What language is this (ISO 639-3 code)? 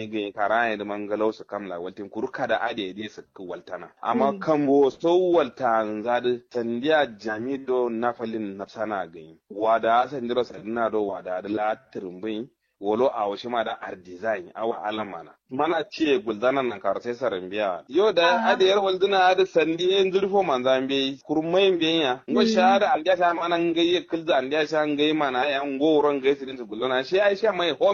kau